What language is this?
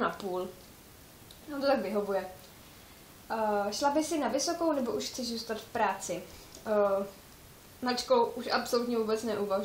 Czech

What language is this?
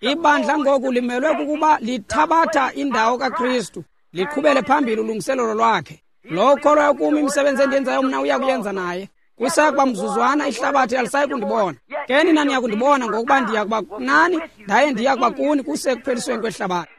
Xhosa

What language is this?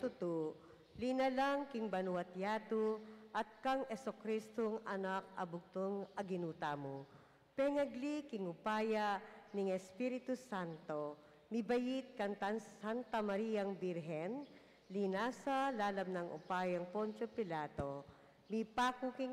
Pampanga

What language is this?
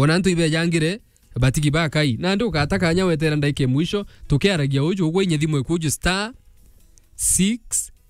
Meru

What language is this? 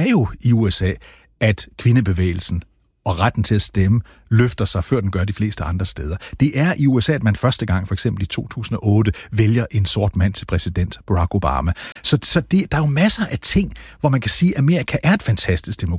Danish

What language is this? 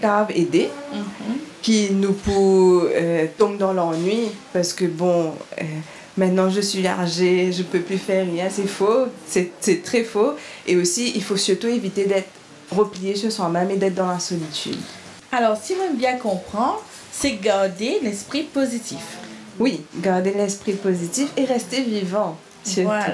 Morisyen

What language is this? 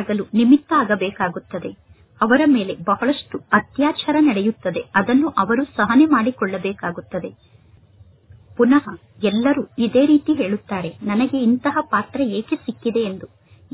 Kannada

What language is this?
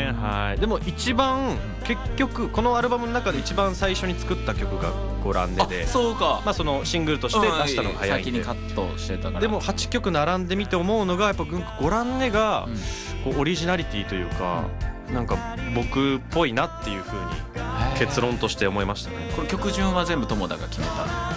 Japanese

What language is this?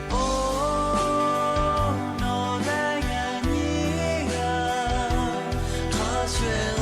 Lahu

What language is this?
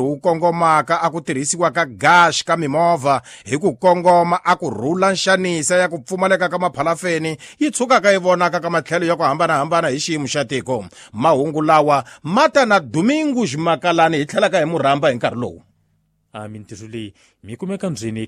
Tsonga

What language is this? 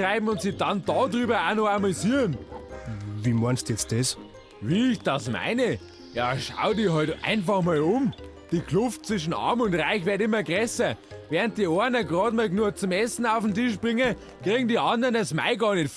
Bavarian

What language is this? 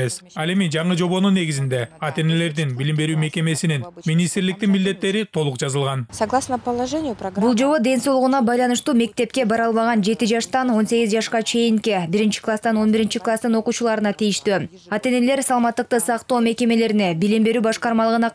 Kyrgyz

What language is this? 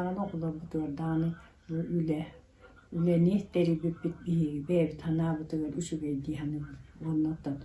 Yakut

